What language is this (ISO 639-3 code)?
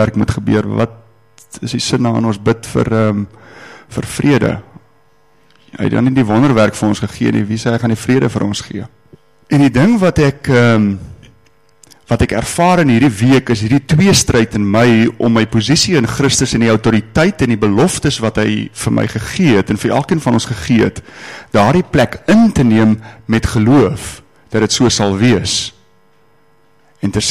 afr